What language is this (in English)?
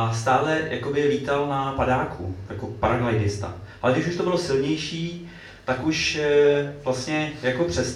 Czech